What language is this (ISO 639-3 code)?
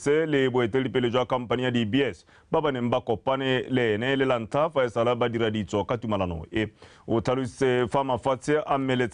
tsn